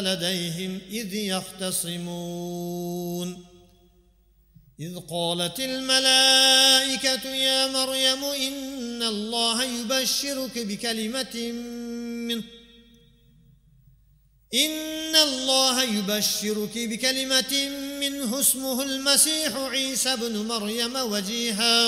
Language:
Arabic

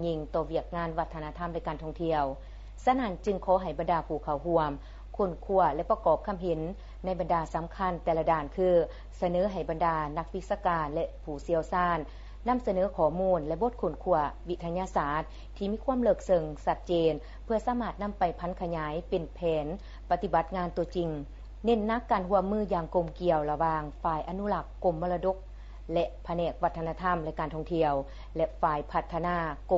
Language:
Lao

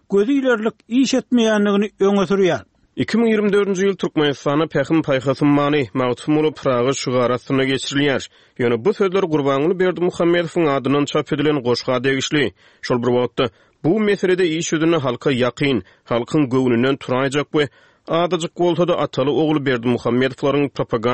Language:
Turkmen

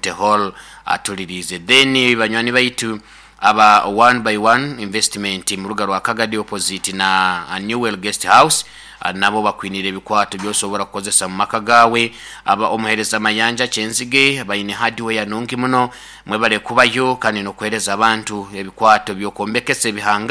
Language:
Nyoro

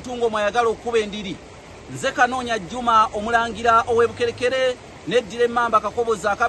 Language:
Ganda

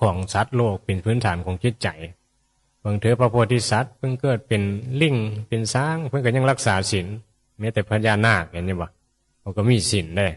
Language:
Northeastern Thai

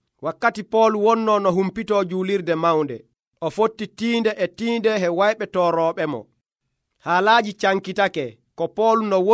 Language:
Nigerian Fulfulde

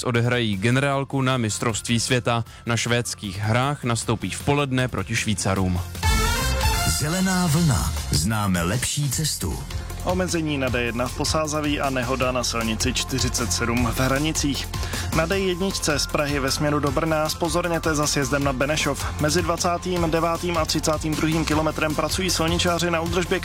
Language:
Czech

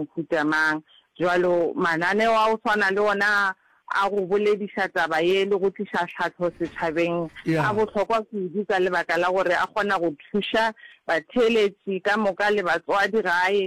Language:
Northern Sotho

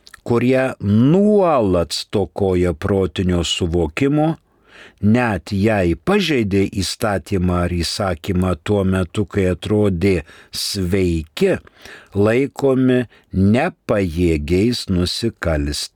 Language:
Lithuanian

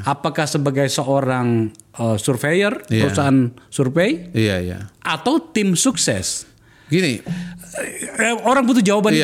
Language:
Indonesian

